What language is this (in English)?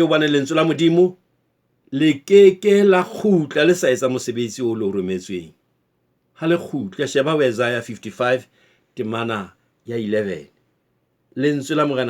Southern Sotho